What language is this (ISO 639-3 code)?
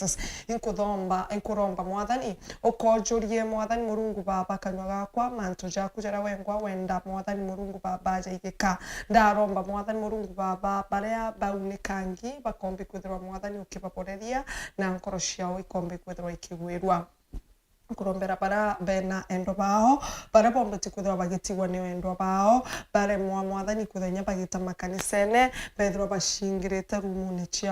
mer